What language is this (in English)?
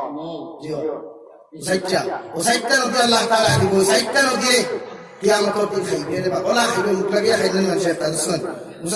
Sylheti